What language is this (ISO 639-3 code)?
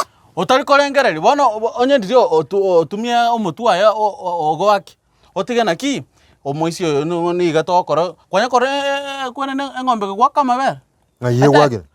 guz